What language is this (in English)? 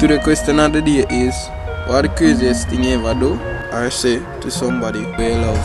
Jamaican Creole English